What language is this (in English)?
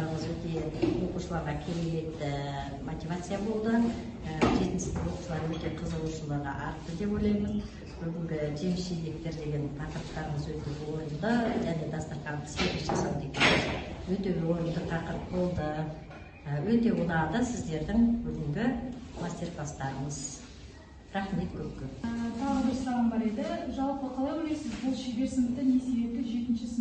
Kazakh